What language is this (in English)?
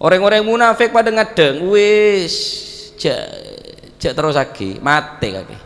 Madurese